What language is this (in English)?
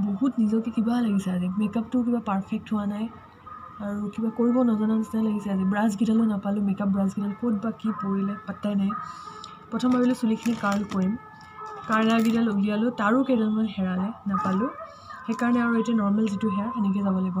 Assamese